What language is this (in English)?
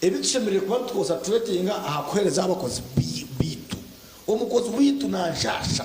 Nyankole